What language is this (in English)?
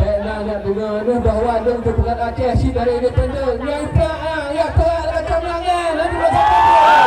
Achinese